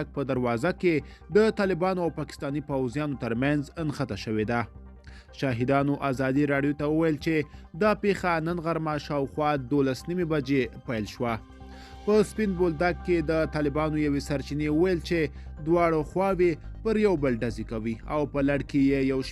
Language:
Pashto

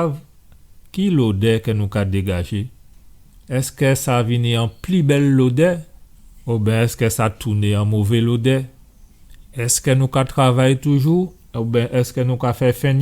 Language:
Guadeloupean Creole French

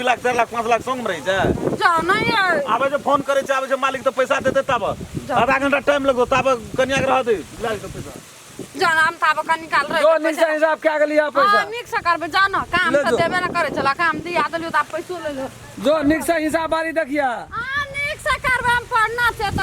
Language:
Maithili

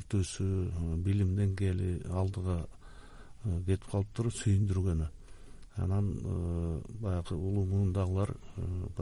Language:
Kyrgyz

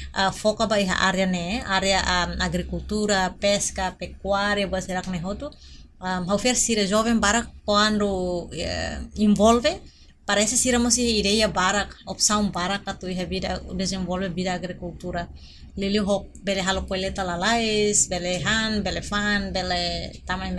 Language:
Tetum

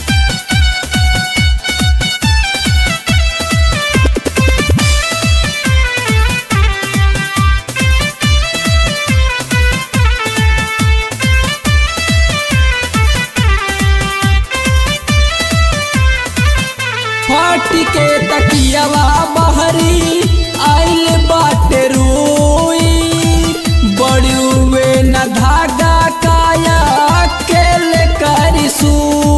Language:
Bhojpuri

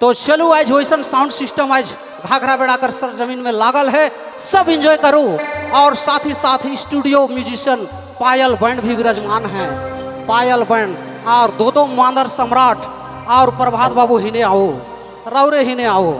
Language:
Sadri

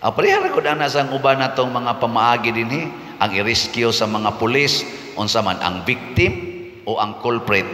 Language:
Cebuano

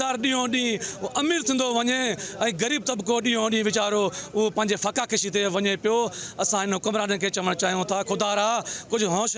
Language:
Sindhi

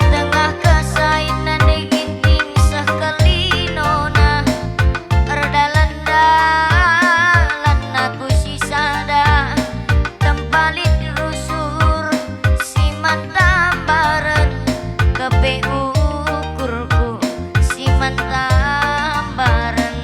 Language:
Batak Karo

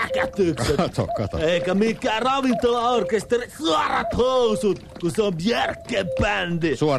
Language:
Finnish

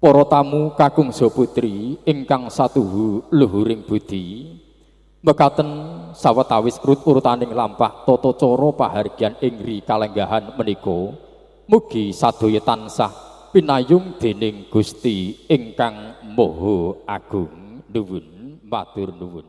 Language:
Javanese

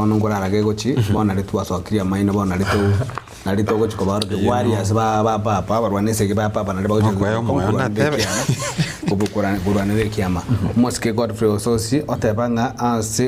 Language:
Gusii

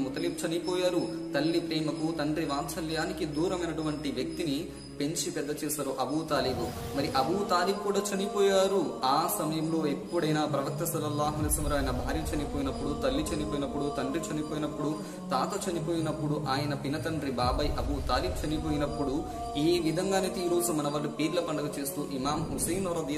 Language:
Telugu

